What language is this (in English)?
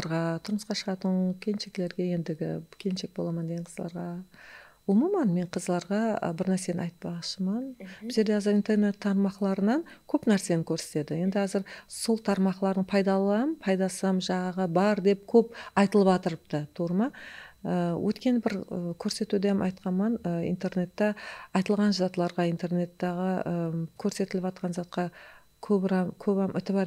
Kara-Kalpak